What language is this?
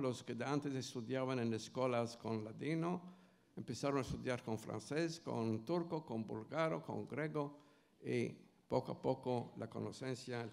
Ladino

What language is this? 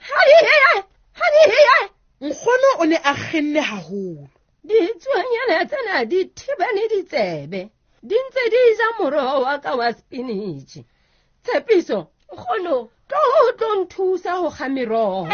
Southern Sotho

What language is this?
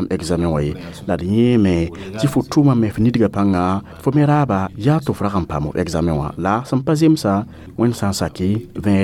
Mossi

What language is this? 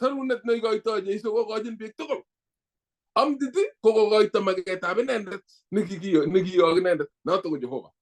Kalenjin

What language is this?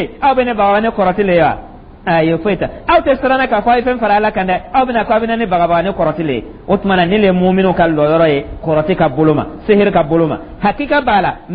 Dyula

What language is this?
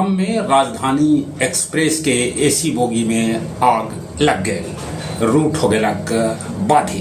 Magahi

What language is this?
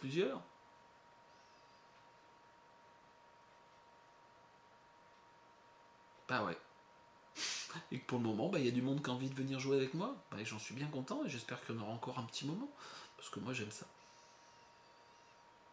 French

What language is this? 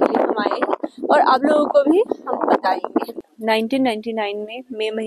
Hindi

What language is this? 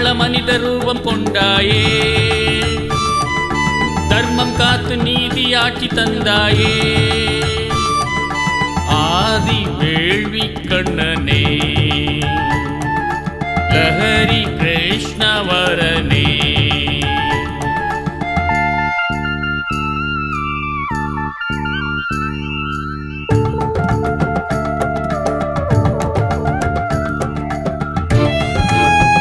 Tamil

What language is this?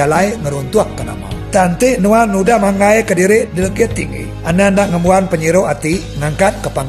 Iban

